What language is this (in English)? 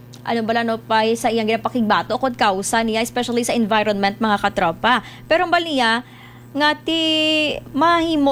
Hiligaynon